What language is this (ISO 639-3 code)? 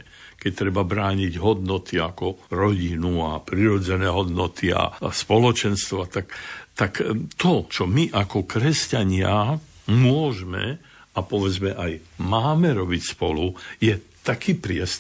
slk